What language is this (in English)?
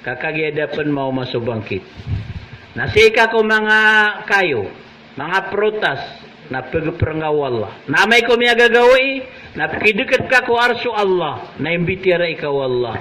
Maranao